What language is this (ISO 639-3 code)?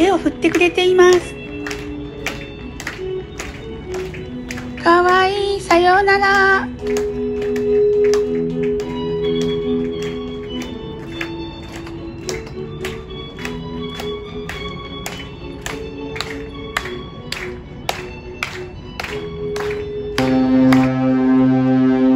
jpn